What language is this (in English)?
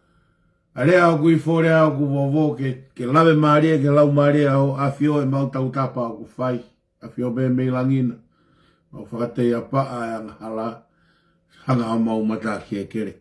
Tongan